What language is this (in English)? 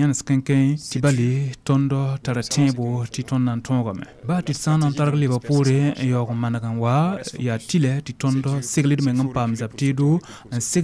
Mossi